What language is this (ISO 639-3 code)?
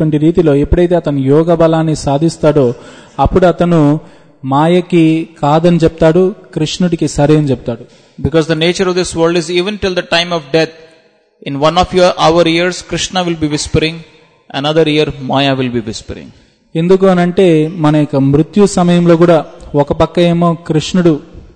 tel